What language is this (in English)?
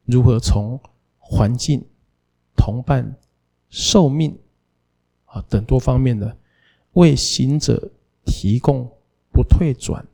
Chinese